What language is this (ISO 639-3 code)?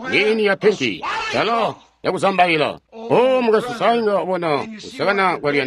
toi